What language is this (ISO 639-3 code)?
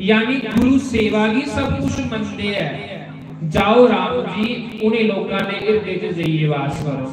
doi